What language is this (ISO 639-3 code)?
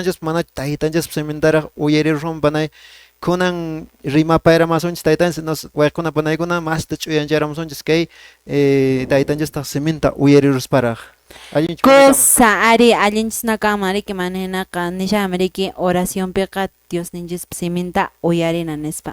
que